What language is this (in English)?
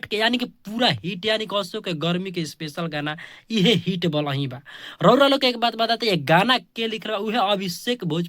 Bhojpuri